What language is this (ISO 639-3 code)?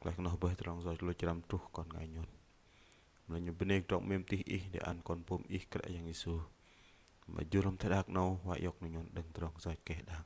bdq